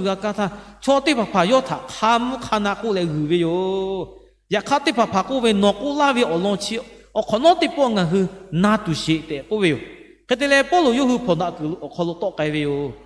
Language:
Lahu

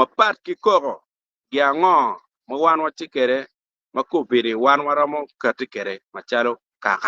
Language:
Acoli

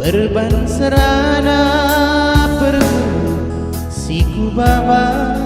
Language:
Batak Karo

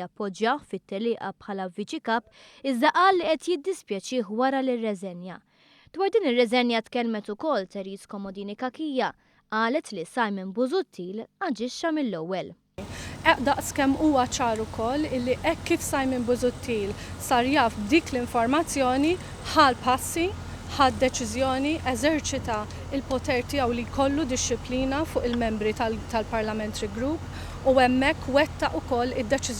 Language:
Maltese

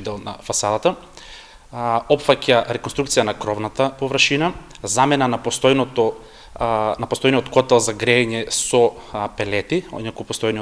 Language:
Macedonian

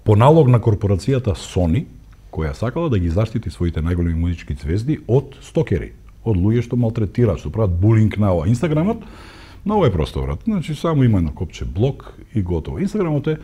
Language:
Macedonian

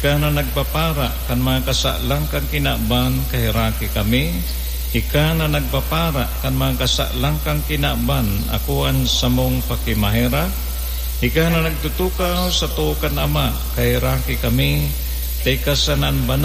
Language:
Bikol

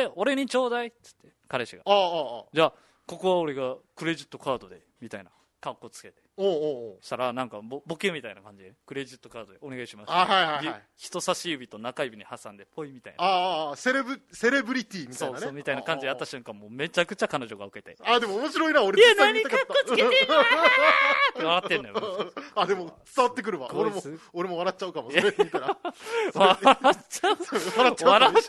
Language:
Japanese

